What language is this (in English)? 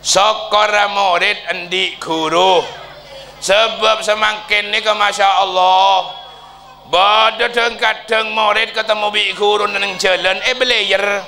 Madurese